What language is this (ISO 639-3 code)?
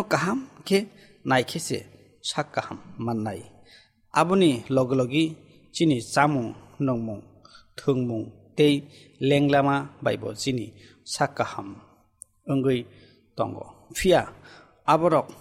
trp